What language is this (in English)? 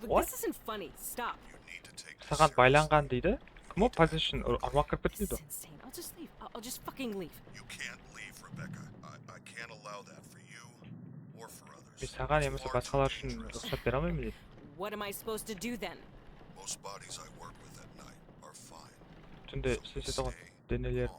Kara-Kalpak